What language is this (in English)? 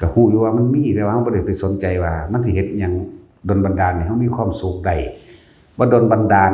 Northeastern Thai